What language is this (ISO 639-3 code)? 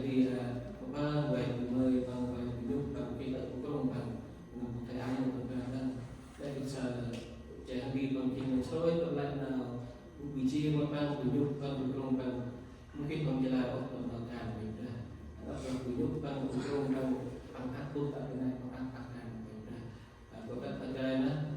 cmo